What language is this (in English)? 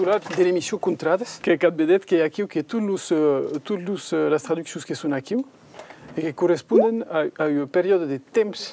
Occitan